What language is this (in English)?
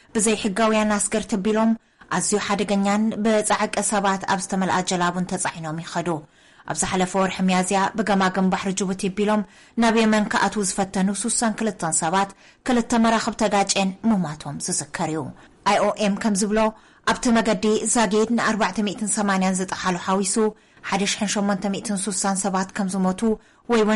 Tigrinya